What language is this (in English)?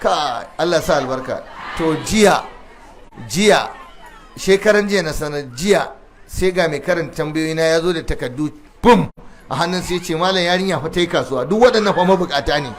Hausa